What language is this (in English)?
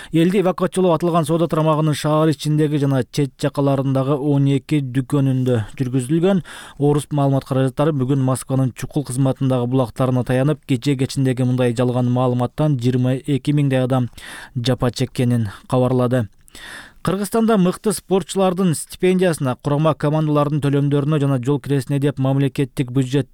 Kyrgyz